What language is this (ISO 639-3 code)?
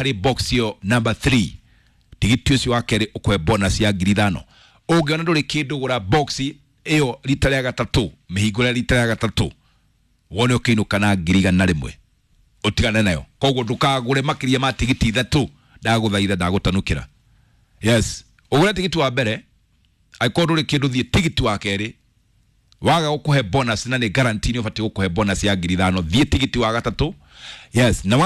kik